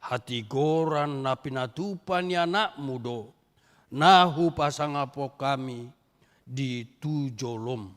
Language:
Batak Toba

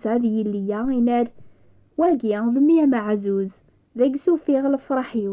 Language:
Kabyle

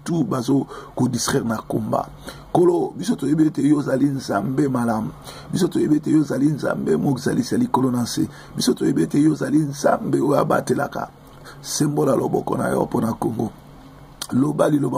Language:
Lingala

